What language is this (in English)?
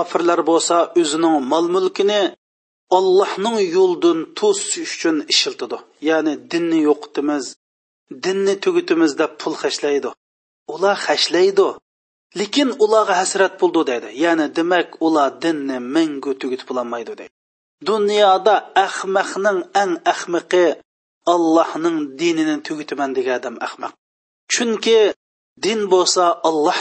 Uyghur